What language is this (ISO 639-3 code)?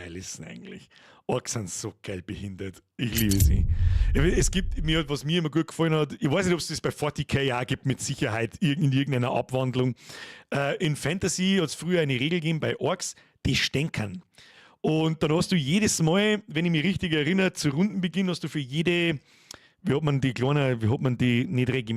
bar